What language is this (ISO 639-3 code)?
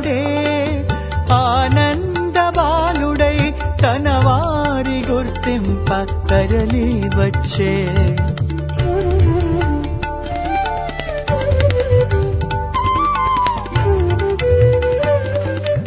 tel